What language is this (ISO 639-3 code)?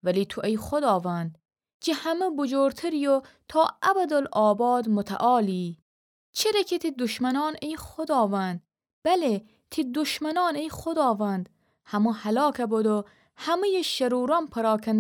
glk